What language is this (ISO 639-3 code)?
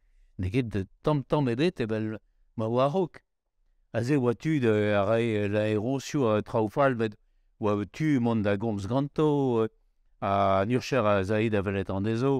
bre